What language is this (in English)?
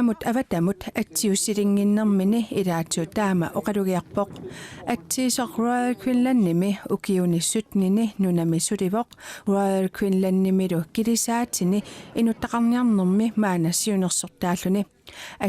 Kalaallisut